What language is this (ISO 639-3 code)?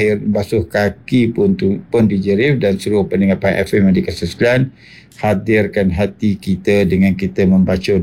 msa